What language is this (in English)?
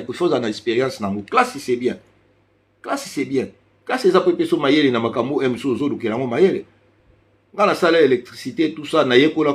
Lingala